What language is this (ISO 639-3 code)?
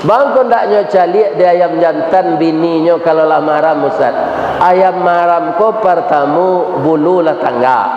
min